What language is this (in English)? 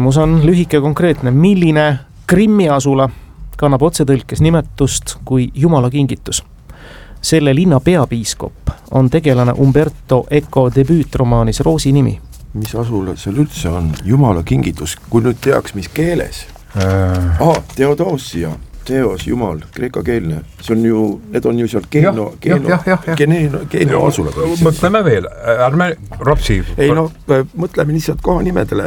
Estonian